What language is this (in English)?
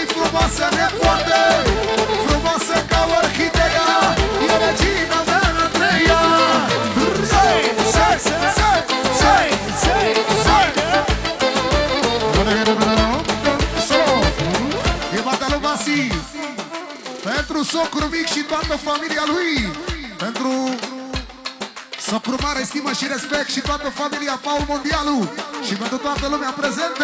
Romanian